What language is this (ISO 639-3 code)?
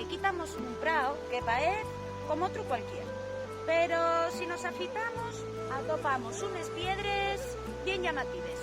ast